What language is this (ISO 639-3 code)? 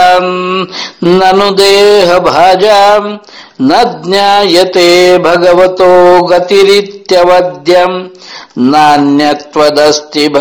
san